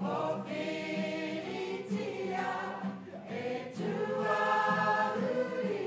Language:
Māori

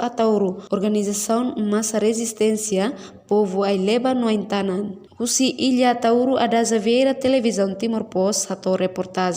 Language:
Tetum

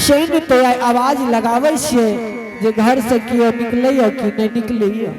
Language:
Angika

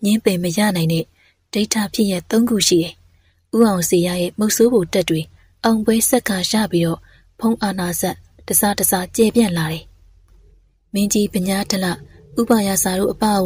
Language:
Burmese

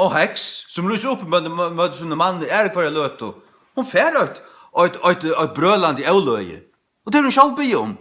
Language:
Faroese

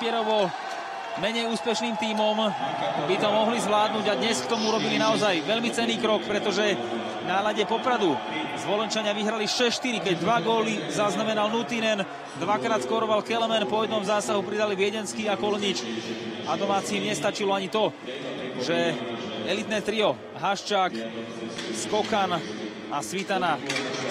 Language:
Slovak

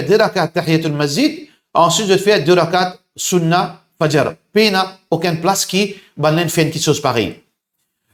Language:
Morisyen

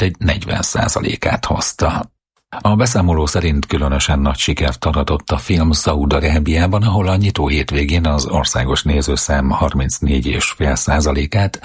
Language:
Hungarian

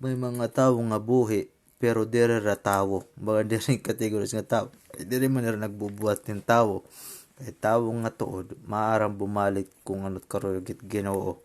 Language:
Waray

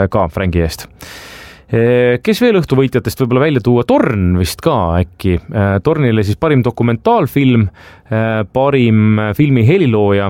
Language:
Estonian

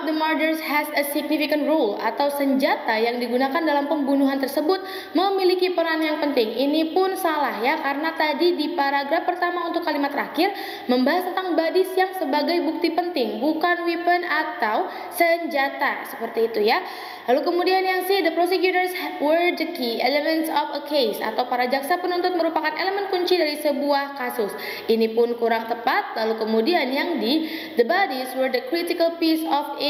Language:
Indonesian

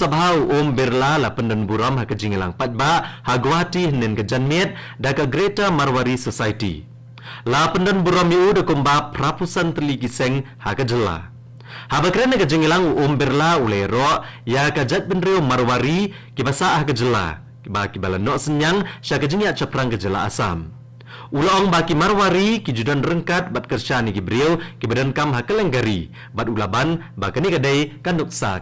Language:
Khasi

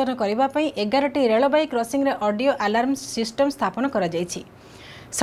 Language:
Odia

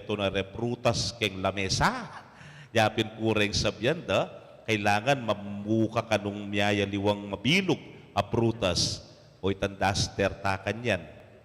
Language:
Pampanga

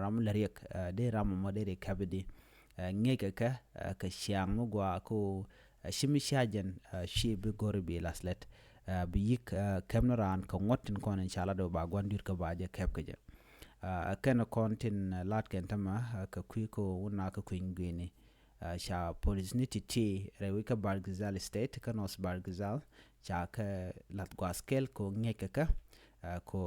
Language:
Nuer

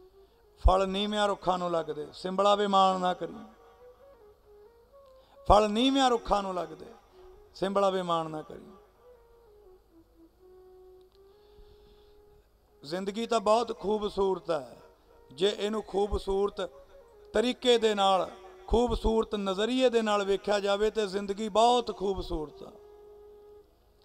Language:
Punjabi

